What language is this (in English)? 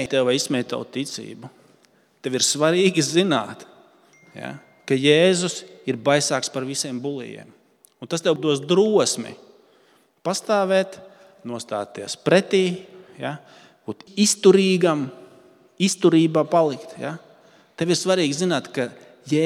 Latvian